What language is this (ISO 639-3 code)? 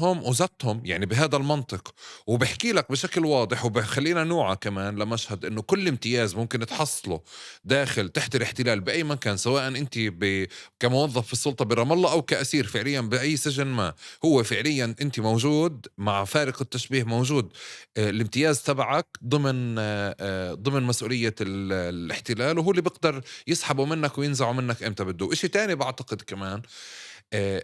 apc